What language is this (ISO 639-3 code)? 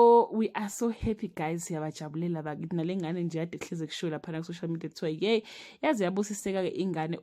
zul